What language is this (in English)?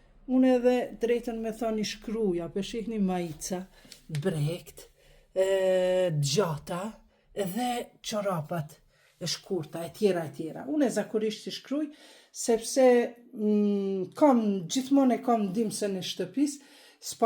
Albanian